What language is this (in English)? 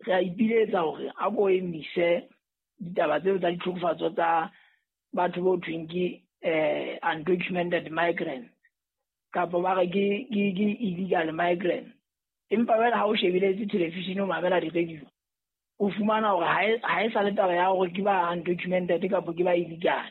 Southern Sotho